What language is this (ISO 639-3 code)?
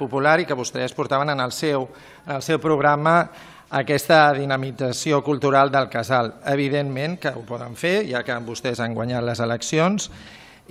cat